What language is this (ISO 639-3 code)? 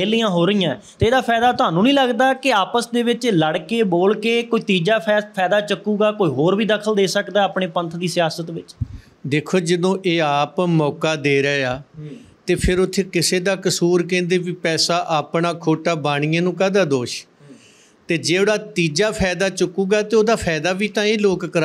pan